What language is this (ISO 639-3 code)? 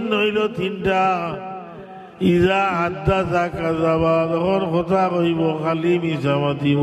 syl